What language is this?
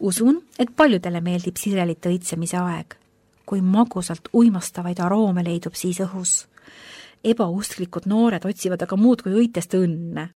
Estonian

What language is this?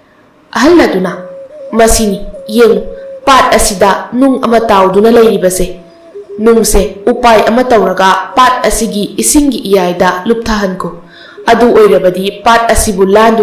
Manipuri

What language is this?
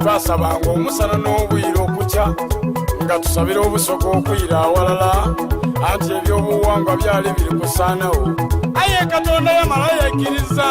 Soga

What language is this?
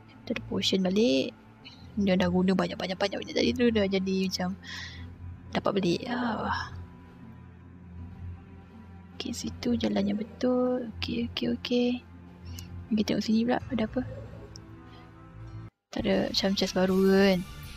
Malay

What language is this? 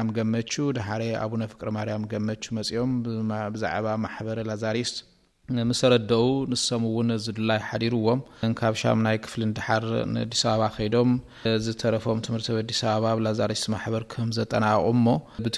Tigrinya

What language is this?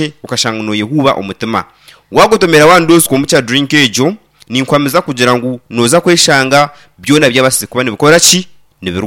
Nyankole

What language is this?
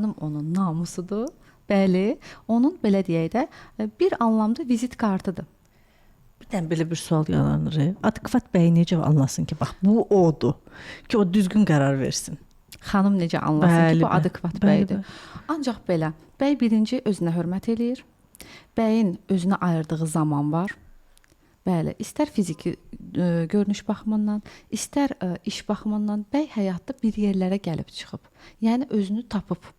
Azerbaijani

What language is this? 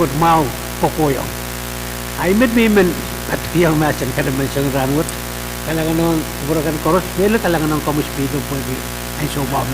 Pohnpeian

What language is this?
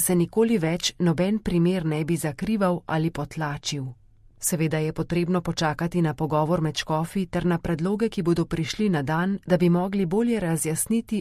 Slovenian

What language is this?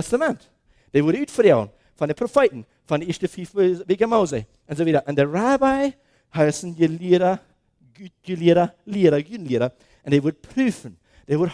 Plautdietsch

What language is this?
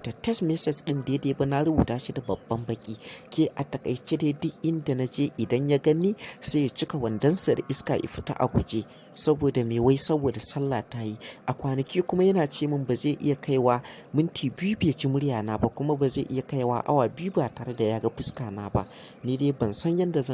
Hausa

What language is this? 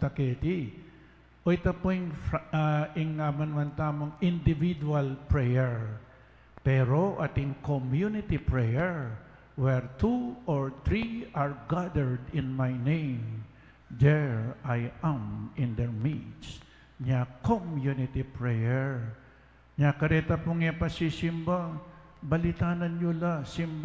Pampanga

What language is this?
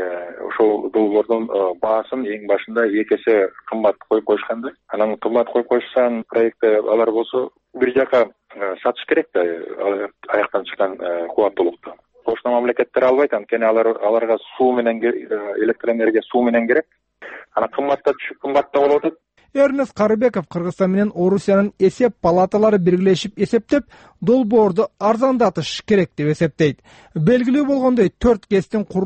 Kyrgyz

